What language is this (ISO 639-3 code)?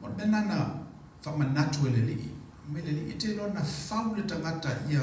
smo